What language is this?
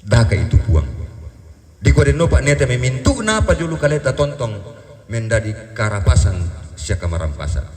Toraja-Sa'dan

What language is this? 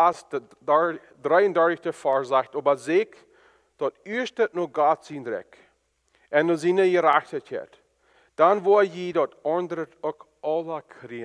Plautdietsch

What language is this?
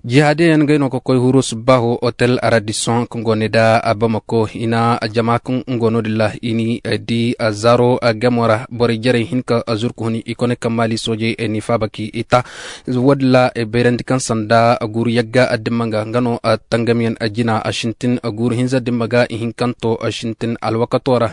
Koyraboro Senni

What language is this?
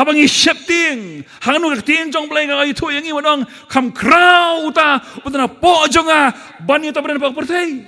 Khasi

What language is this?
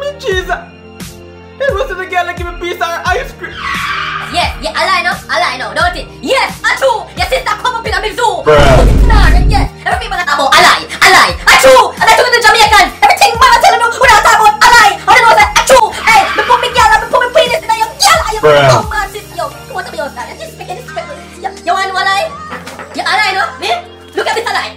Jamaican Creole English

